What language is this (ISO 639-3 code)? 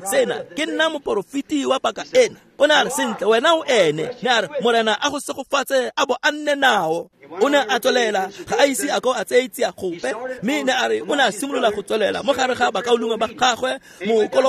tsn